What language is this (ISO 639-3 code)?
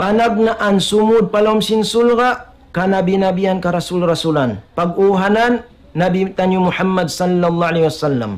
tsg